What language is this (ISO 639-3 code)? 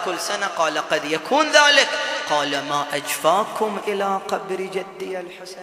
ara